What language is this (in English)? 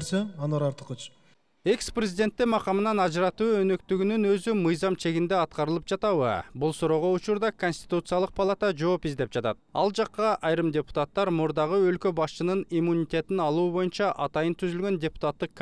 Kyrgyz